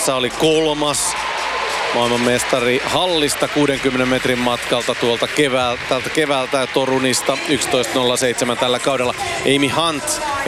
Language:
Finnish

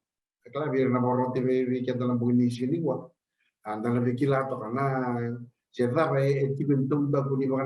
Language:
Fijian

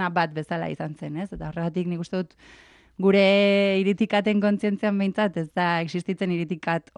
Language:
Basque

